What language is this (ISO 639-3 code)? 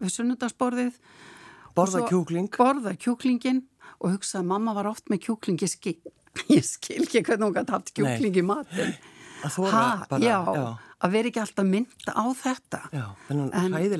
isl